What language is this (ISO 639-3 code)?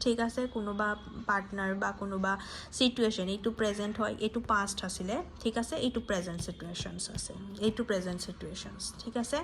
asm